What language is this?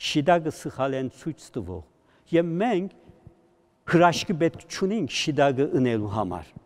Western Armenian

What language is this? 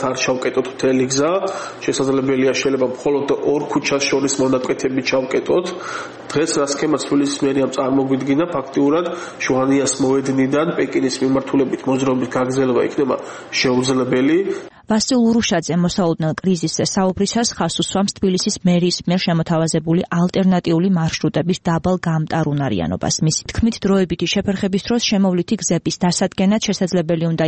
Georgian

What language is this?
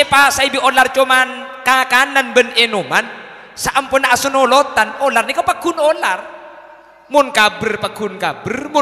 Madurese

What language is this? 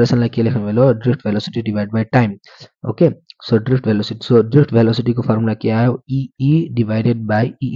Nepali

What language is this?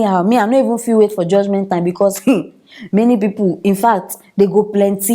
Nigerian Pidgin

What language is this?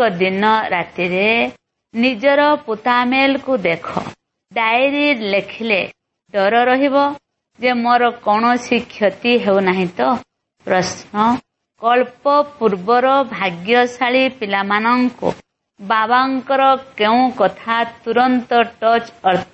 Odia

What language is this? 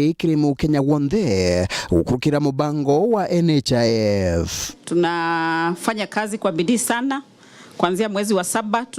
Meru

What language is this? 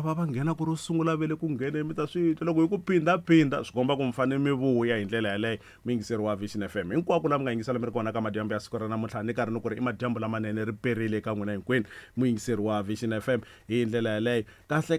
Tsonga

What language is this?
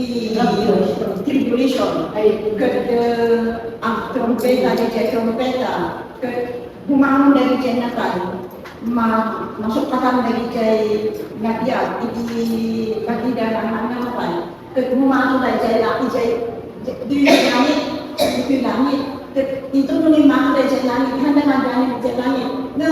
Iloko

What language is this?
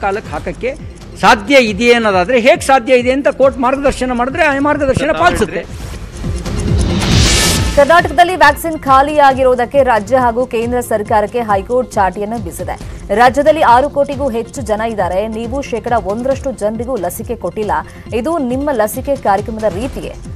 Kannada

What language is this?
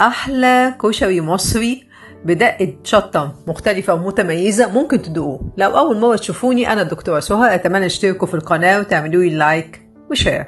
Egyptian Arabic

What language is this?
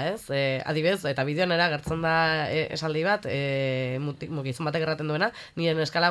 Basque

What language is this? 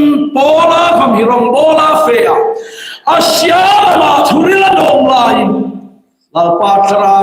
Hmar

